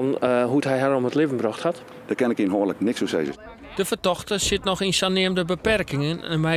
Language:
Western Frisian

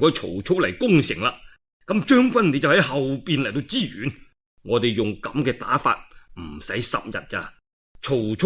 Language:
Cantonese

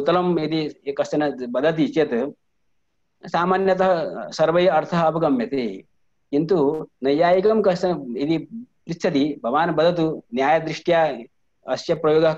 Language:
Sanskrit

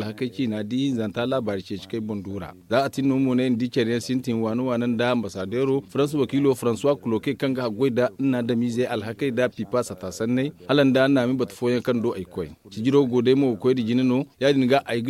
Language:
Zarma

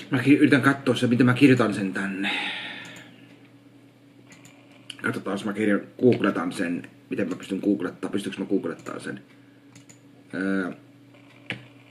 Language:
Finnish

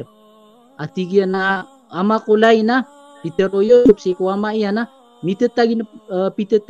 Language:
Maranao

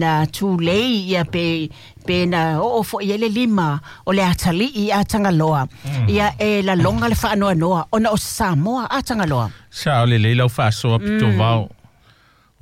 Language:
Samoan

